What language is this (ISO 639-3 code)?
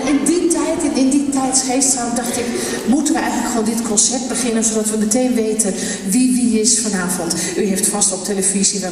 nld